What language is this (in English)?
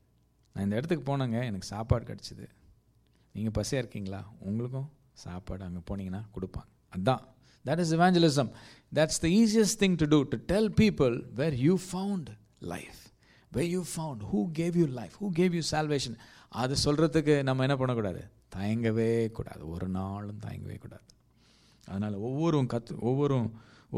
Tamil